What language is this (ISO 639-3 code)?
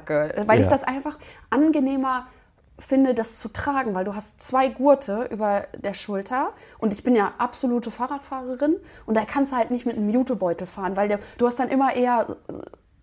deu